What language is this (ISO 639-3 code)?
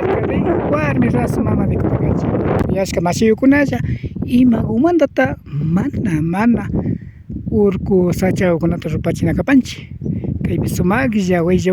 qvi